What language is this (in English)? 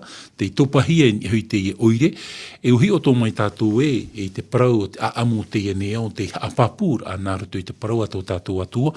Tahitian